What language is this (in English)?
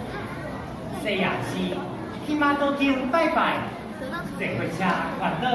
Min Nan Chinese